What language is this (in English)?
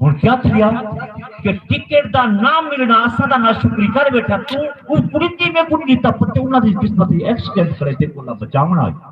Saraiki